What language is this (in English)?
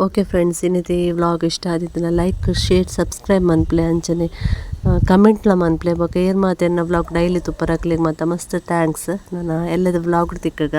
Tulu